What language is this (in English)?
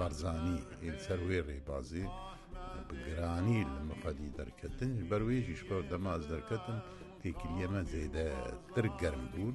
Kurdish